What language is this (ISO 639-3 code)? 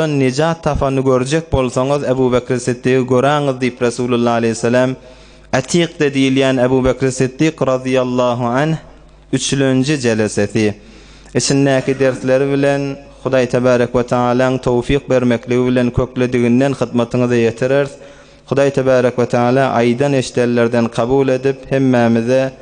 tuk